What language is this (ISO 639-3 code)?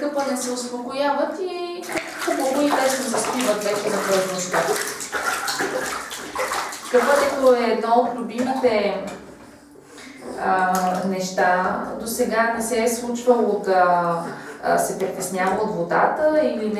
bul